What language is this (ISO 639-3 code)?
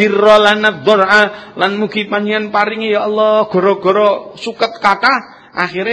jav